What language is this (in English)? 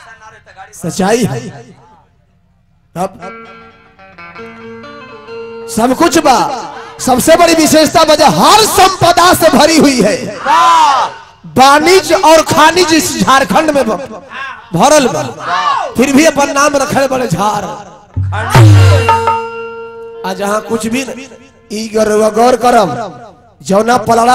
Bhojpuri